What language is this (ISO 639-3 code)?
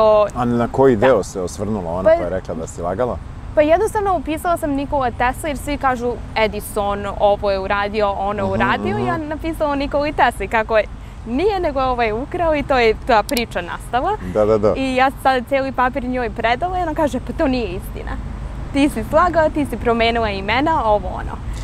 srp